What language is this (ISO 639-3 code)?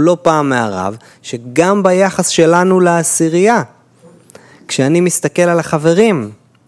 heb